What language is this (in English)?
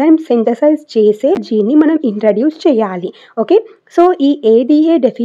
Telugu